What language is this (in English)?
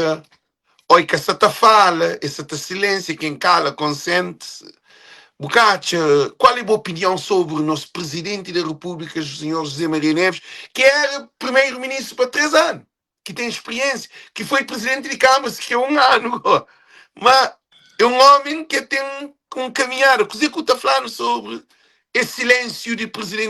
Kabuverdianu